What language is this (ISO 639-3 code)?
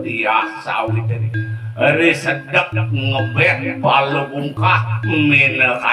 ban